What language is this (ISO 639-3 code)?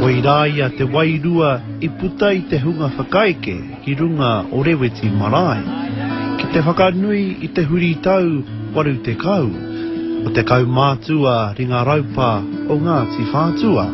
mri